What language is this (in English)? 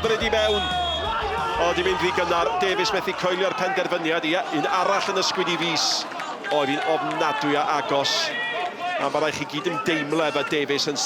Welsh